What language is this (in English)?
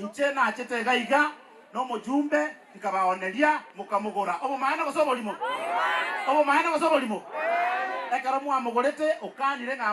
Gusii